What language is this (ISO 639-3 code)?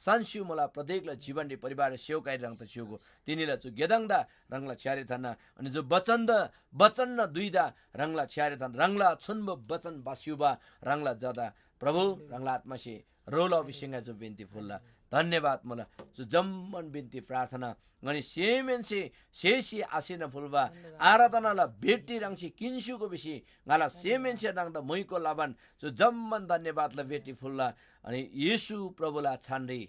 taj